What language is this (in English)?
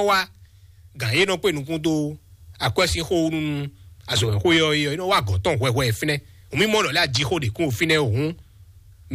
Fon